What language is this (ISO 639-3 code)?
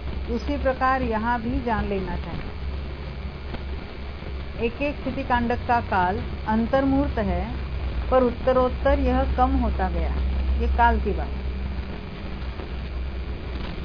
hin